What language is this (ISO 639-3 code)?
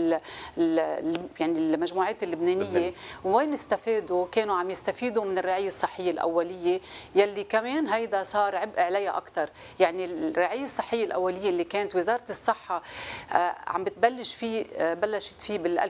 apc